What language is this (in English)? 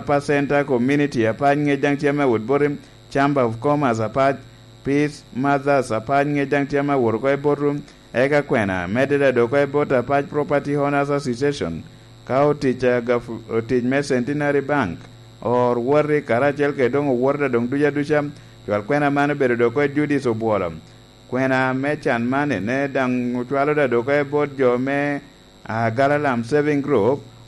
Lango (Uganda)